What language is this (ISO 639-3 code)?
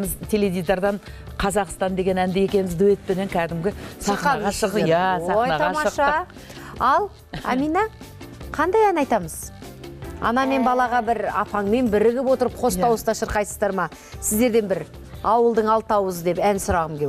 kaz